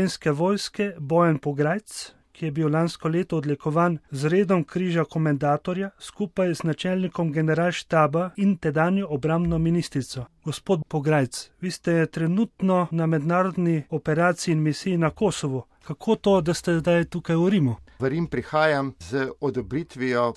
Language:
Slovenian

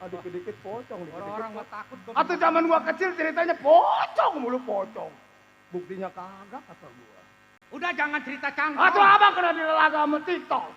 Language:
Betawi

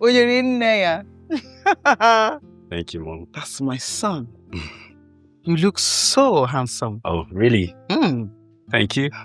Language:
Nigerian Pidgin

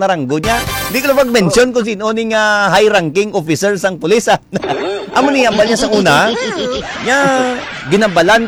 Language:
Hiligaynon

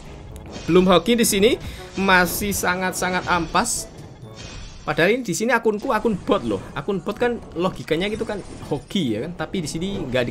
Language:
Indonesian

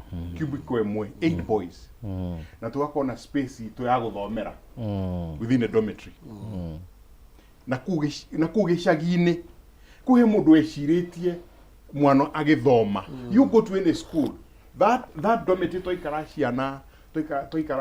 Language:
Kikuyu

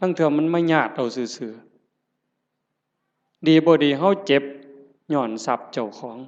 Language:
Northeastern Thai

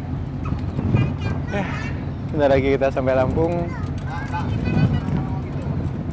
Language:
Indonesian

